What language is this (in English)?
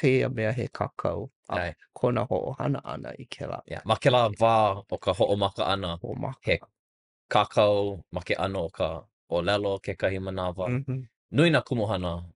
Hawaiian